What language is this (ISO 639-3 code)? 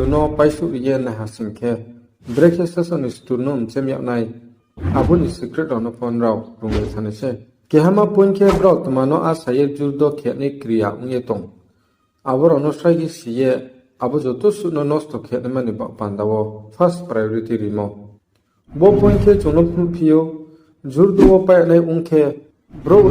ria